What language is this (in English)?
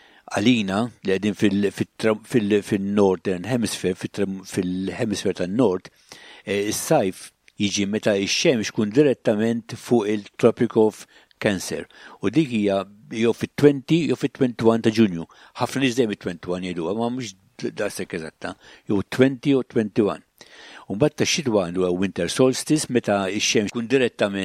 Maltese